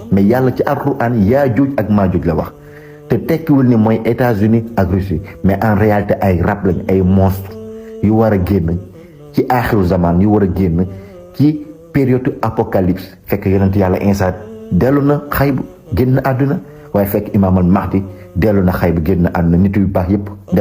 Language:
Wolof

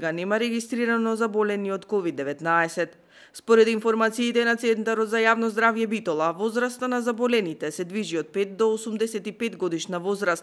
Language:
Macedonian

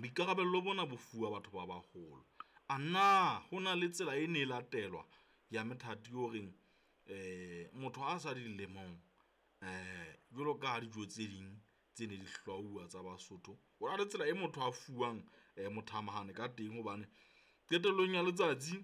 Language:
Southern Sotho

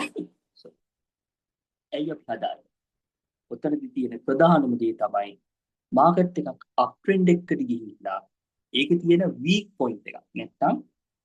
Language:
Sinhala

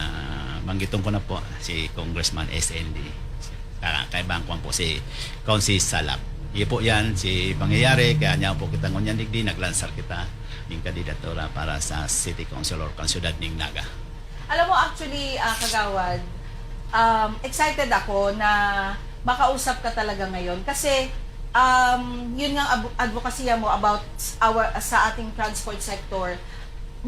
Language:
Bikol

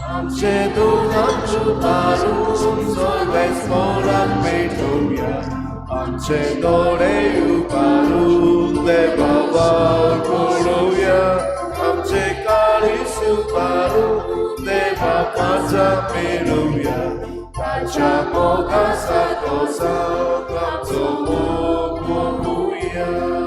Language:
Konkani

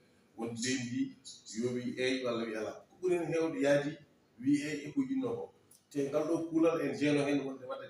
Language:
Fula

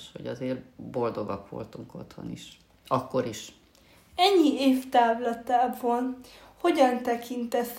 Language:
Hungarian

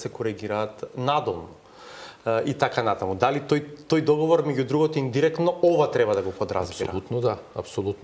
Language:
Macedonian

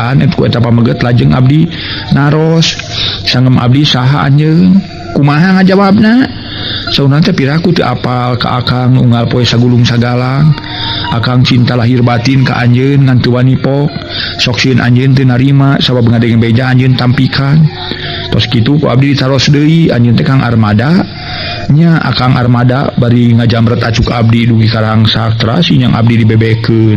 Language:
Sundanese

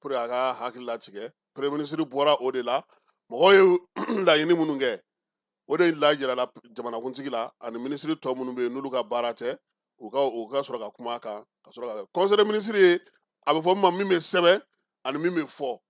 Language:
Bambara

